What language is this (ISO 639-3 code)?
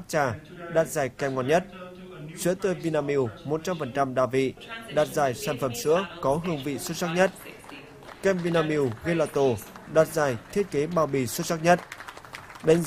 vie